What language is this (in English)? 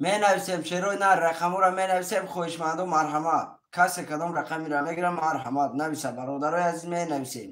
Tajik